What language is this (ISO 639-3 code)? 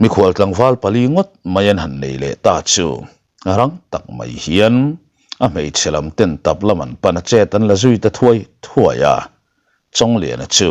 lus